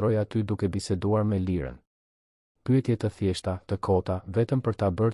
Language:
Albanian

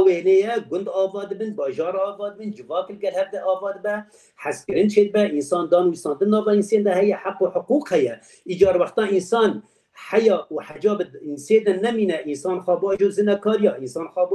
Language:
Kurdish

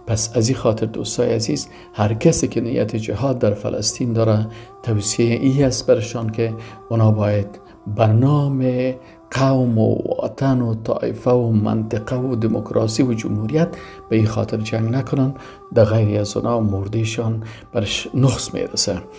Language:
Persian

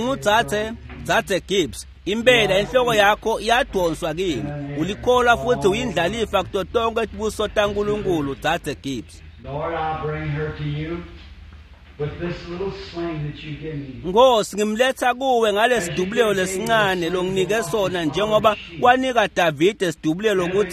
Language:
Swati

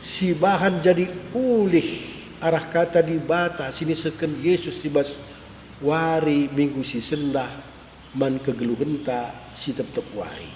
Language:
Batak Karo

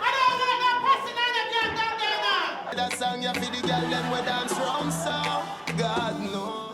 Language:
Jamaican Creole English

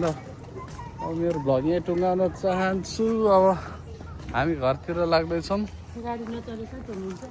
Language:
Nepali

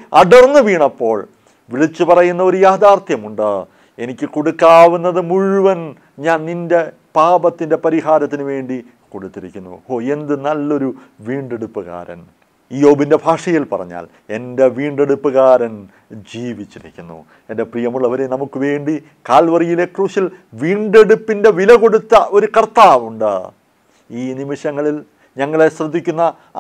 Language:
Malayalam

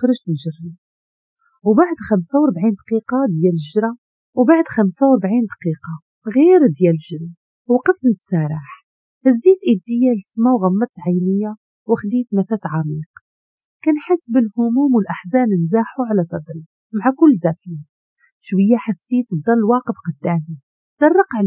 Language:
Moroccan Arabic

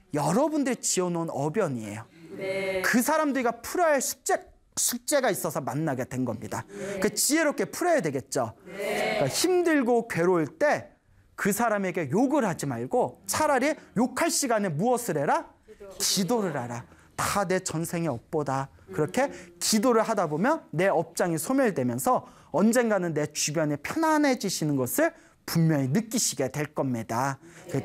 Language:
Korean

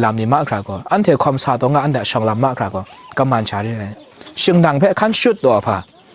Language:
Kachin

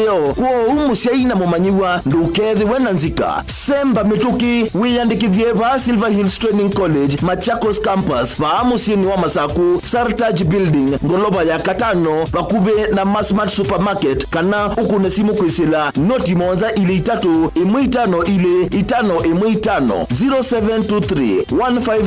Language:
Kamba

